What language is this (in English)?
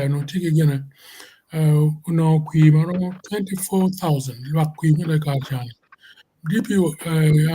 Acoli